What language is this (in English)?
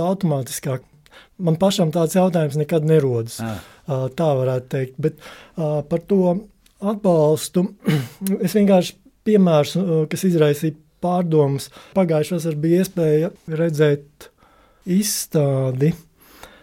Latvian